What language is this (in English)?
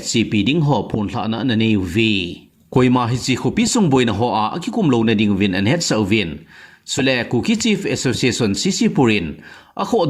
Thado Chin